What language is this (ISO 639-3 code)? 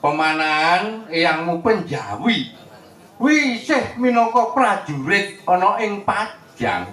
jav